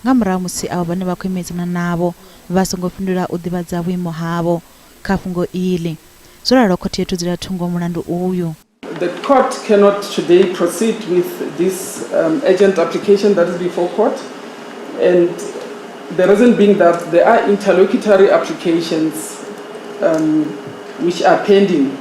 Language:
Venda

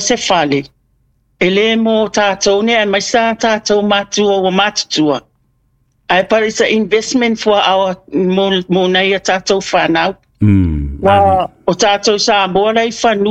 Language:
Samoan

